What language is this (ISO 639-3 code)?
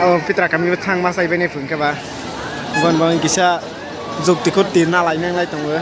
trp